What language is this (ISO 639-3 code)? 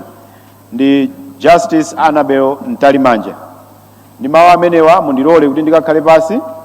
nya